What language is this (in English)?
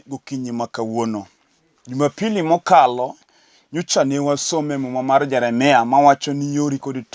Luo (Kenya and Tanzania)